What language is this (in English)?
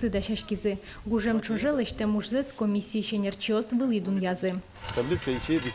Udmurt